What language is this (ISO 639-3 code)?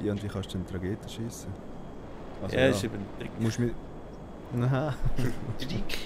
gsw